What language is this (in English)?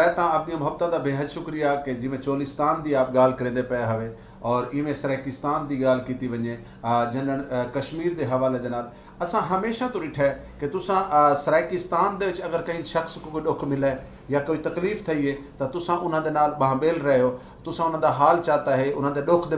Saraiki